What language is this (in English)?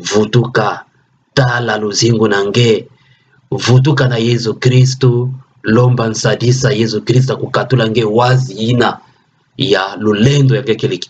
Kituba (Democratic Republic of Congo)